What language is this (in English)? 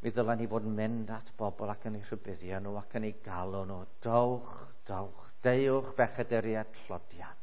Welsh